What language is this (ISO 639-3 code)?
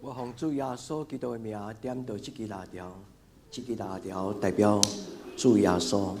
nan